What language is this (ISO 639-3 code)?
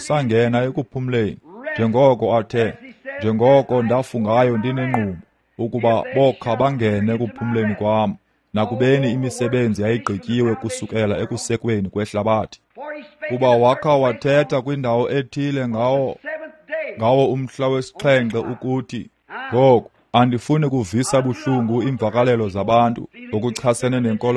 xho